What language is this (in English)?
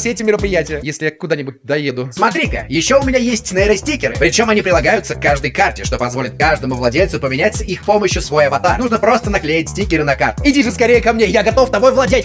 Russian